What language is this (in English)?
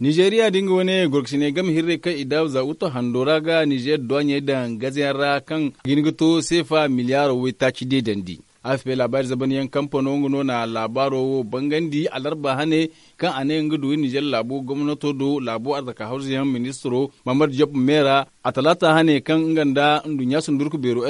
Zarma